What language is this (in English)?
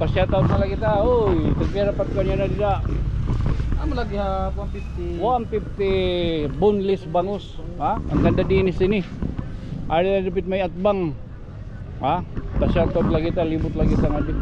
Waray